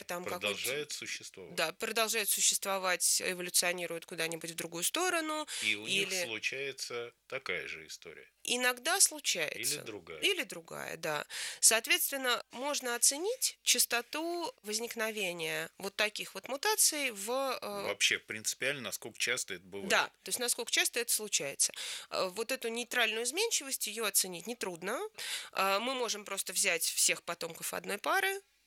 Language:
Russian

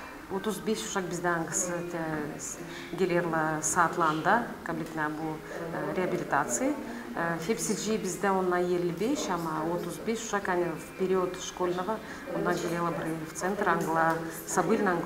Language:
Gagauz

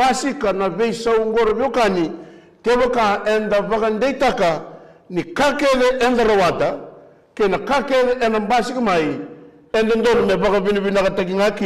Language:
Fijian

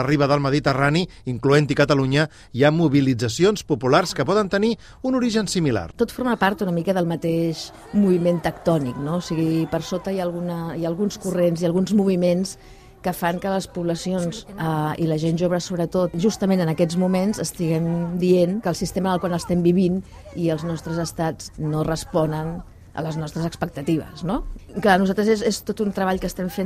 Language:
Catalan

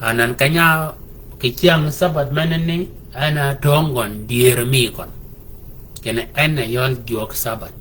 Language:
Shilluk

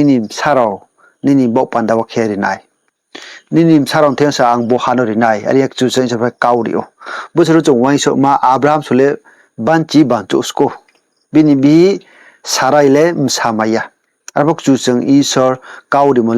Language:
Riang (India)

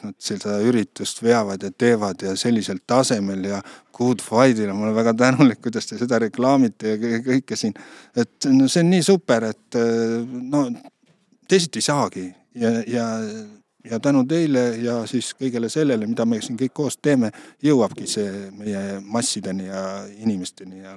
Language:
Estonian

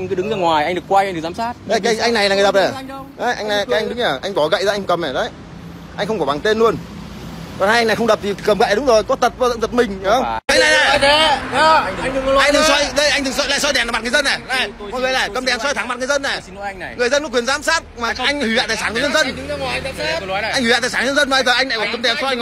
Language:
Vietnamese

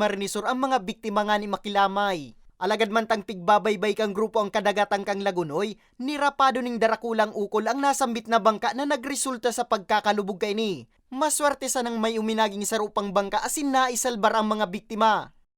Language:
Bikol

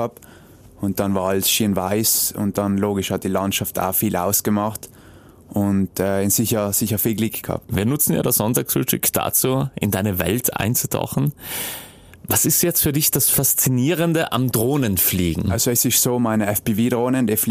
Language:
German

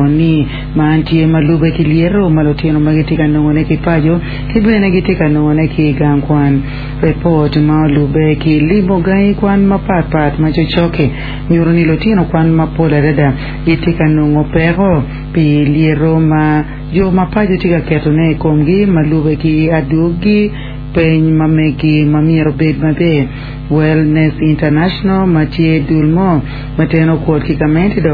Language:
Acoli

